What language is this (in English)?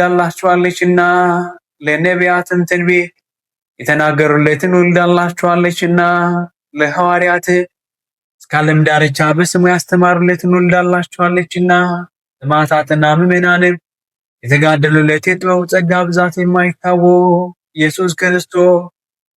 Amharic